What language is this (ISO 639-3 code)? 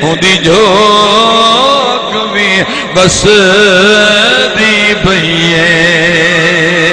skr